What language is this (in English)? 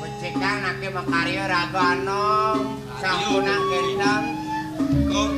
Balinese